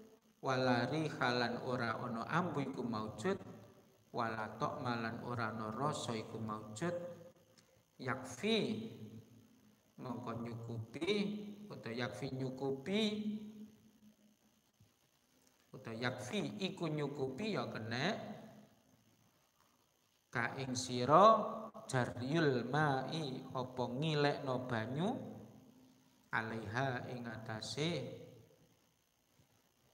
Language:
Javanese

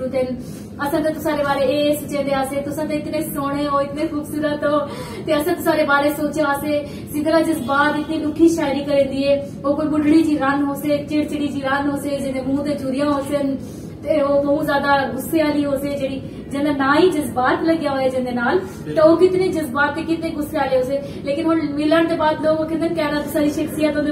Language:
Saraiki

